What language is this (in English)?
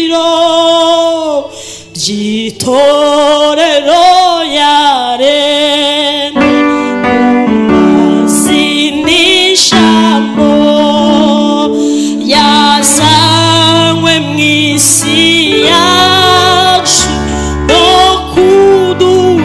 Kinyarwanda